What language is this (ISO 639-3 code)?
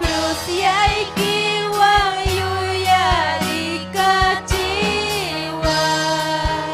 quy